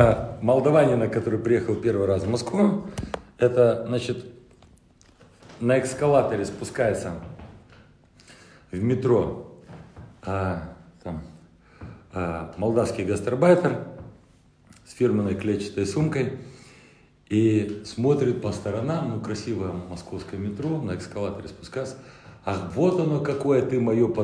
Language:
Russian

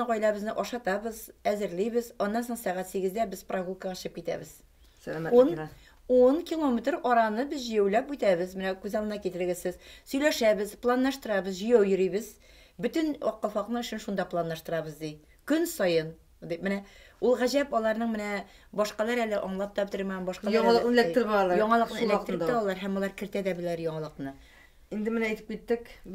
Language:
Tatar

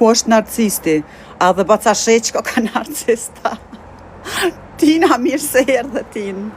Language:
Albanian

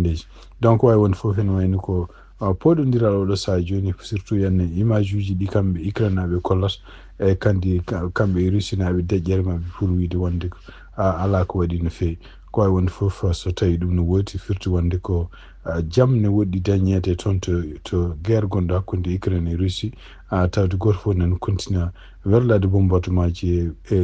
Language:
Fula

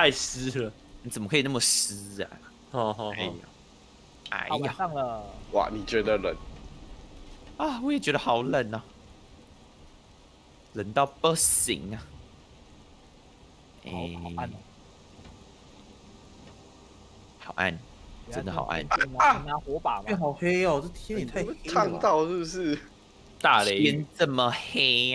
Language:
Chinese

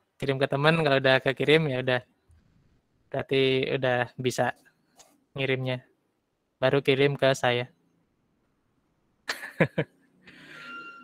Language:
Indonesian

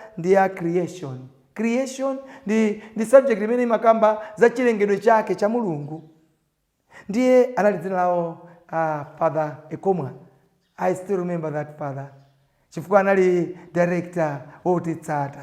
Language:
Nyanja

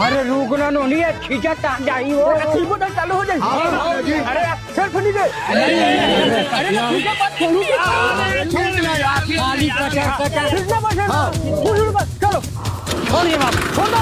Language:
Chhattisgarhi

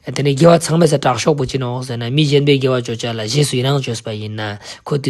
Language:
Ladakhi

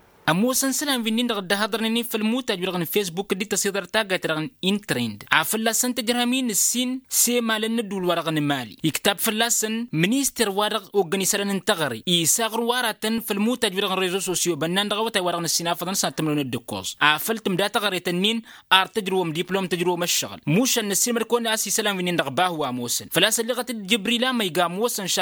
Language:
Tamasheq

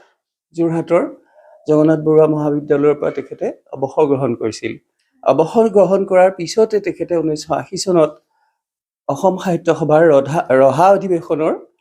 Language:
Assamese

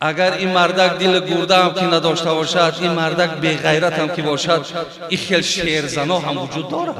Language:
Tajik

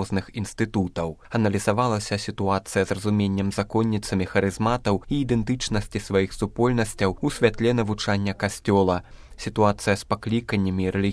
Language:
Belarusian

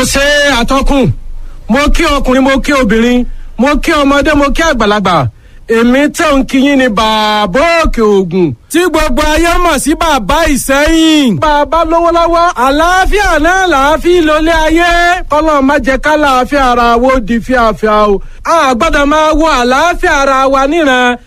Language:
Yoruba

